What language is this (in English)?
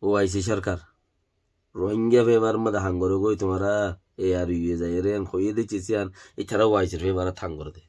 Rohingya